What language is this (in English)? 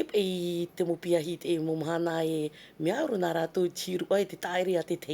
Tahitian